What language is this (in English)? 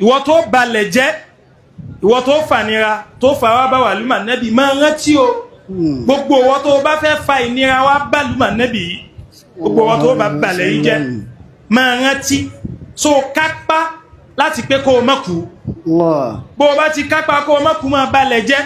Yoruba